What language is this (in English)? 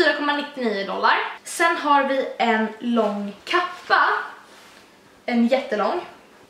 Swedish